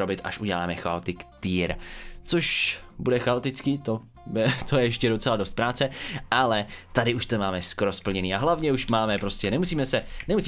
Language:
Czech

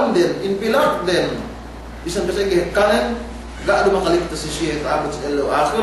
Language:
Yakan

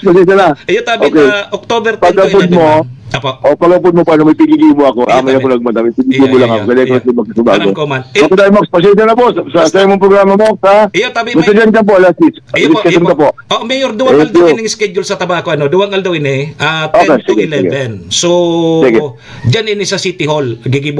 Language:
Bikol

